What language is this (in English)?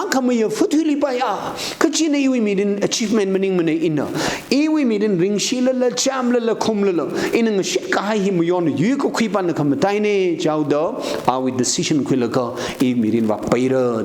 Tangkhul Naga (India)